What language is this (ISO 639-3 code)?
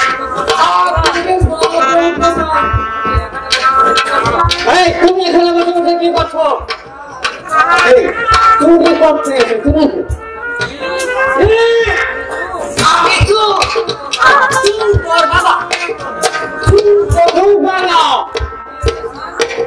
ben